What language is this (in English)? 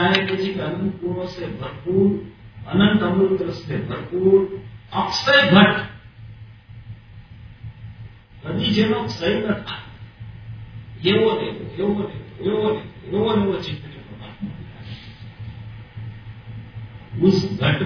Gujarati